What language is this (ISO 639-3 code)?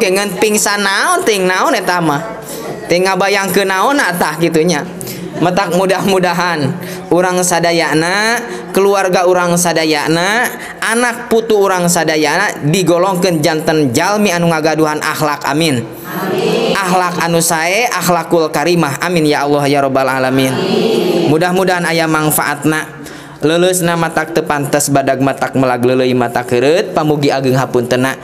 sun